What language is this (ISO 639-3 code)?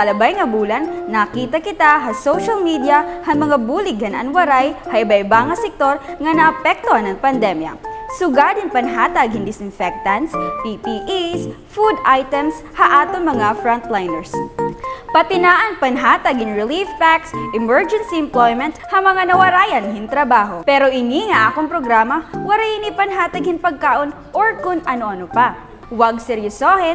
war